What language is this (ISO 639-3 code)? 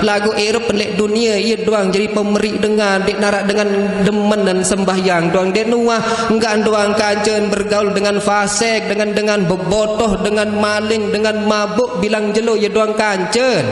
sas